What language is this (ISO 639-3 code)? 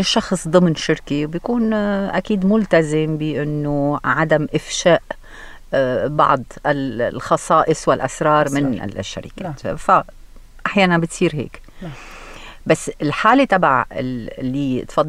apc